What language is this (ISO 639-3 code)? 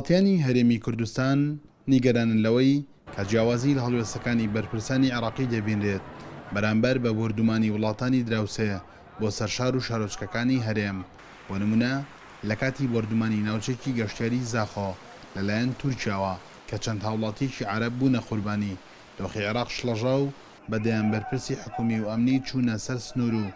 ckb